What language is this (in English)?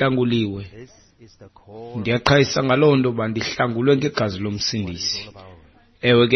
Xhosa